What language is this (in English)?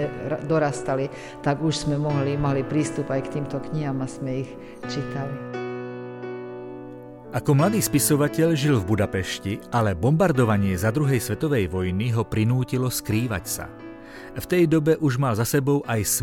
Slovak